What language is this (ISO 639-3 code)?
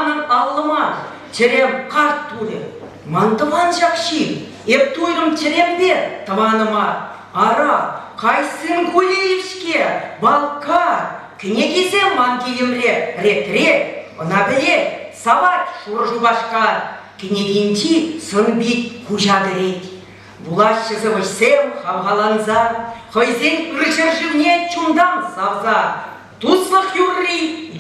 chv